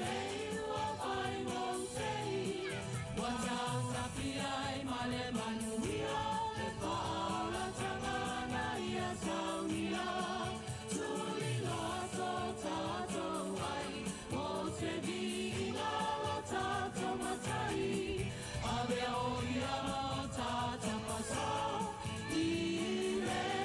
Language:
Samoan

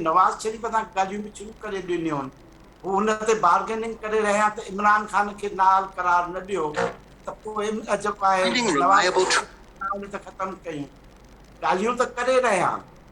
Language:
Sindhi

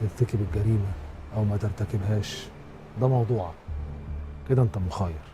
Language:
Egyptian Arabic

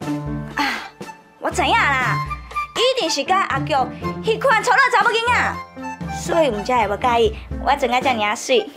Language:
Min Nan Chinese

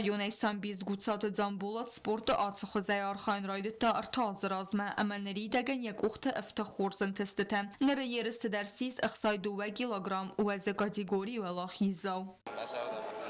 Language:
Ossetic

